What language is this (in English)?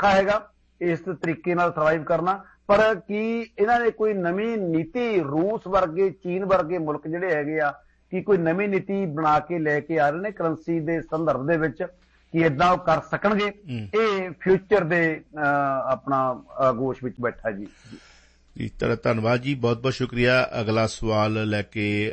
Punjabi